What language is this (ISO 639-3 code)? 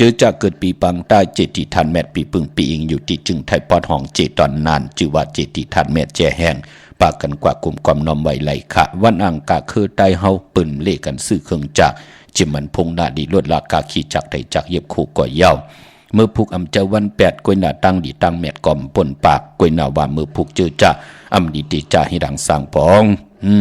shn